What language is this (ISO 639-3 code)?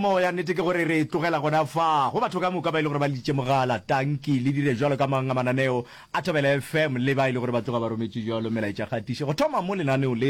nso